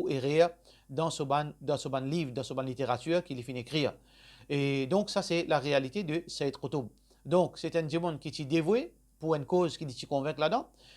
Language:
Morisyen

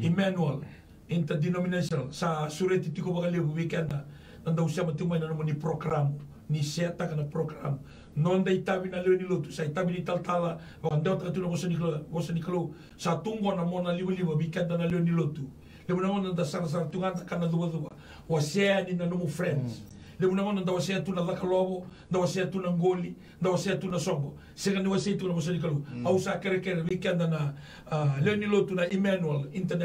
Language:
Fijian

